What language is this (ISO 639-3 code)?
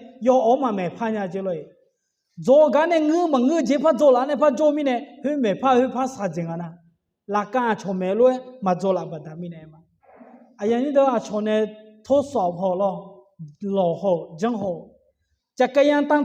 ahk